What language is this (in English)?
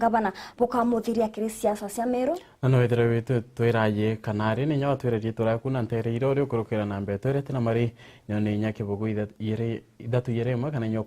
Meru